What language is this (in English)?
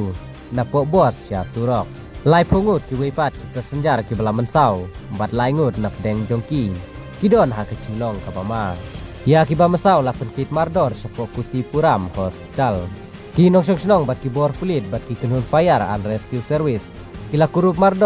Khasi